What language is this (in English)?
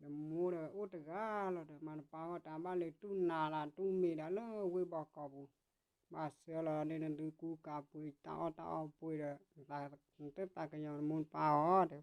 S'gaw Karen